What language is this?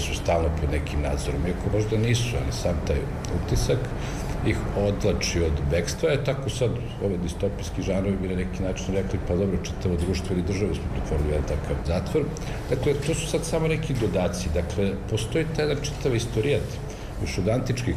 Serbian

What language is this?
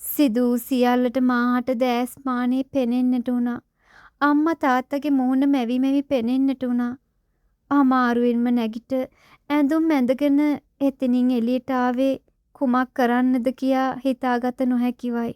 Sinhala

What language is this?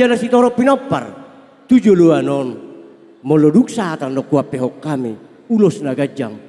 Batak Toba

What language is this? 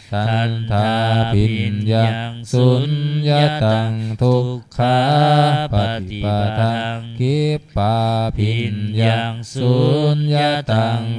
Pali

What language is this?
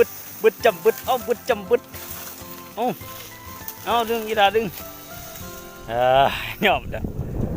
Lao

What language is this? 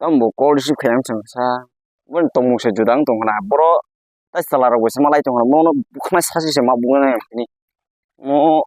Kok Borok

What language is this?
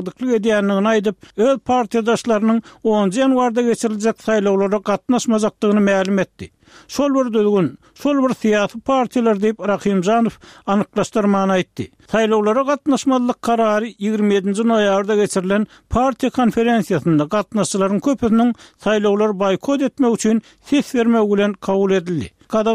Turkmen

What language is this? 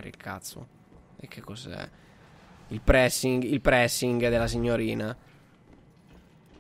Italian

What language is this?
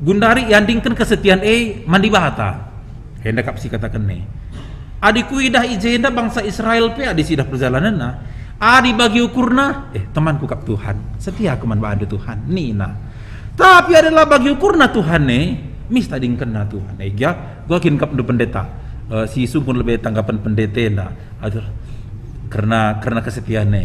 Batak Karo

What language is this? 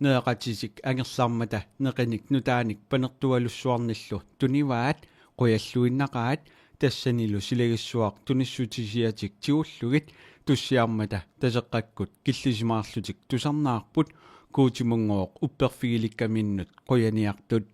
Kalaallisut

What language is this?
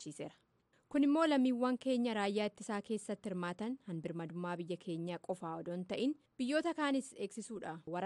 Oromo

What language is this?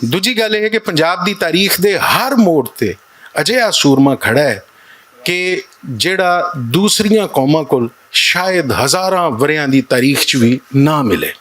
Western Panjabi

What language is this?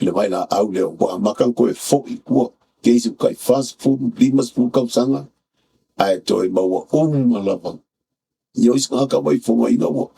Samoan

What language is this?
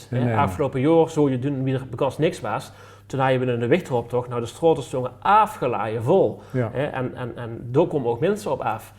Limburgish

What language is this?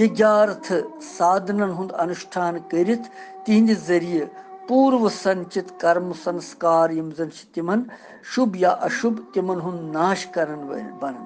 Kashmiri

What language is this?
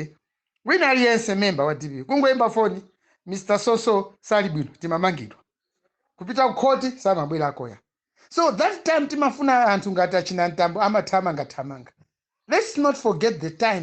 Nyanja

